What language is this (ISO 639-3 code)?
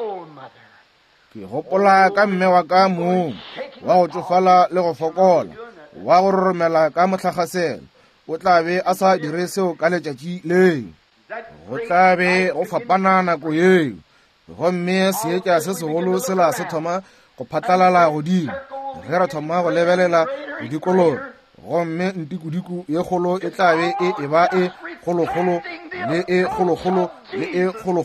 nso